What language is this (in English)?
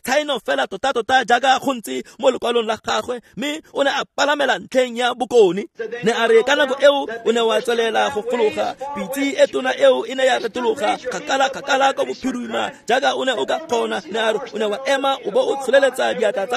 Tswana